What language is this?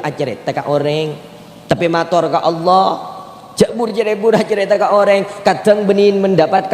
Madurese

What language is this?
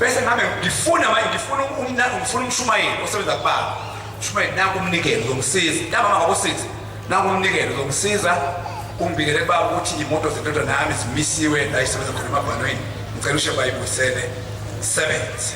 Zulu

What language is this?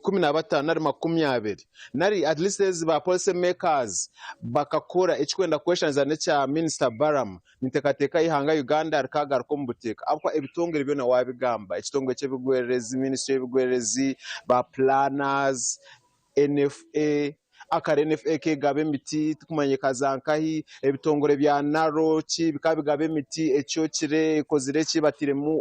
Nyankole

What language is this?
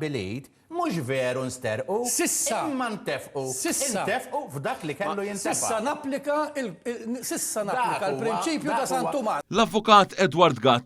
Maltese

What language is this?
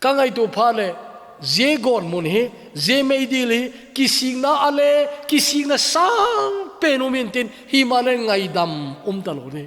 Thado Chin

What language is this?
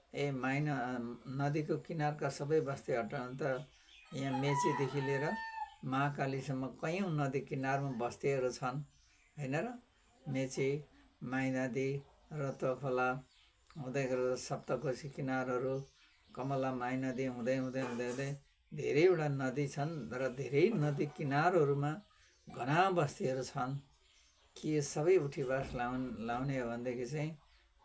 Nepali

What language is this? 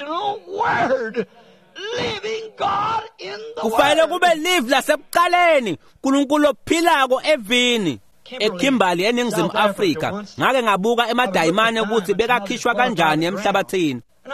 Swati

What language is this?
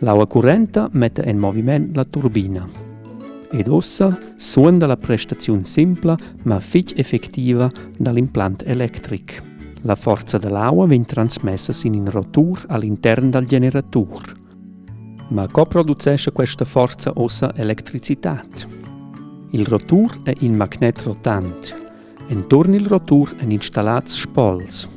Romansh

